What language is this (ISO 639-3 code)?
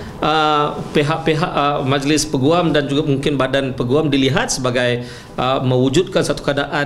msa